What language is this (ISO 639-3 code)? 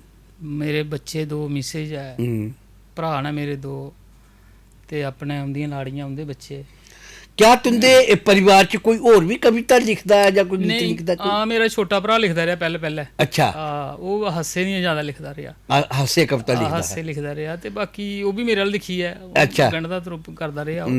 doi